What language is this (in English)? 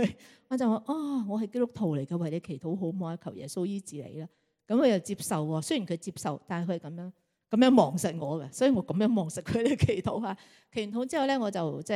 Cantonese